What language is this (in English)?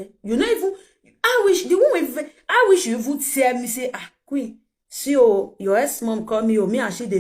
Nigerian Pidgin